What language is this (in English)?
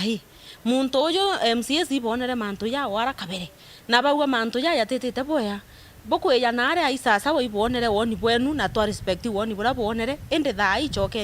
Meru